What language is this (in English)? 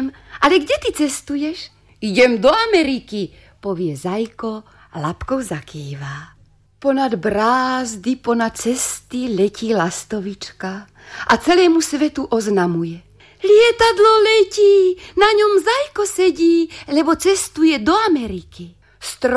Slovak